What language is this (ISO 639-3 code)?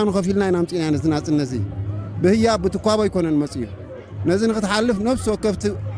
tir